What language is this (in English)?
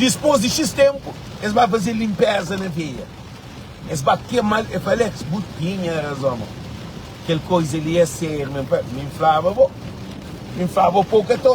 Kabuverdianu